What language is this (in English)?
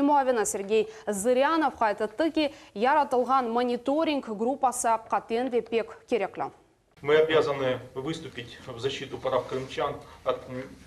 Crimean Tatar